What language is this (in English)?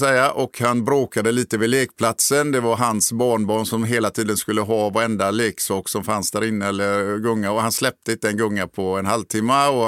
Swedish